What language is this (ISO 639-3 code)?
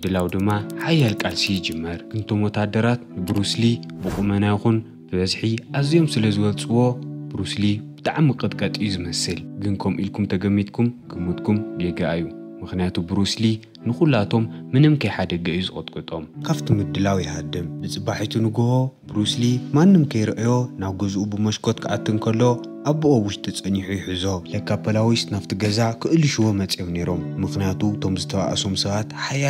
tir